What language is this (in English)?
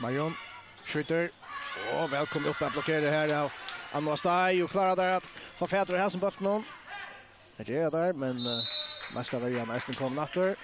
Faroese